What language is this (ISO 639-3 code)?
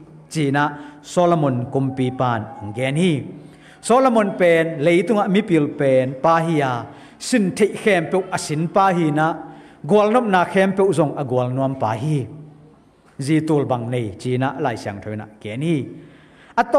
ctd